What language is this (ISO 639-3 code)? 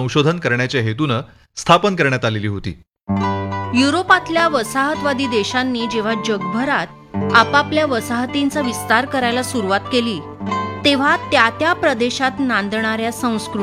mar